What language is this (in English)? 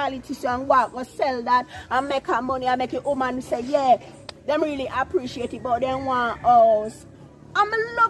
Jamaican Creole English